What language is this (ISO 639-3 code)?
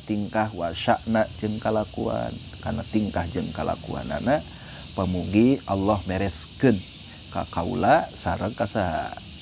sun